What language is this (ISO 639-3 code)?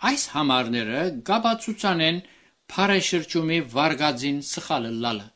hye